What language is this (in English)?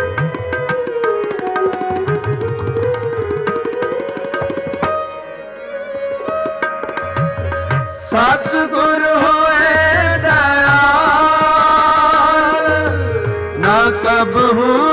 Punjabi